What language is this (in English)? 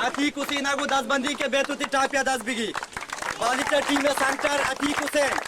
Eastern Balochi